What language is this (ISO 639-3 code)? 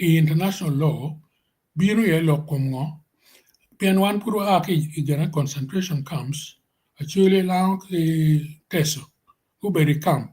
ach